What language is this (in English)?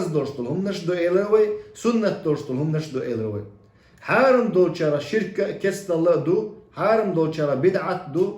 Chechen